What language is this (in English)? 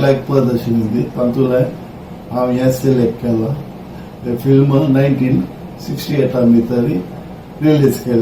Konkani